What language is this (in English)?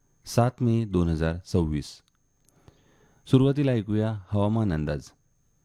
Marathi